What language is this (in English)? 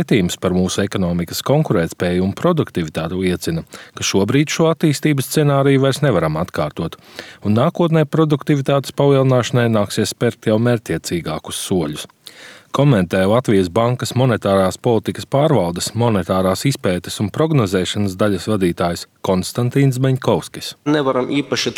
Latvian